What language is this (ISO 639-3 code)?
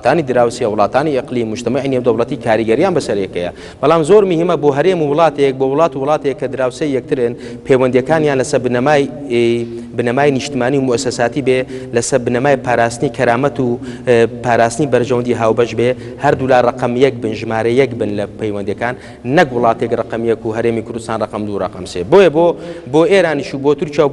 ckb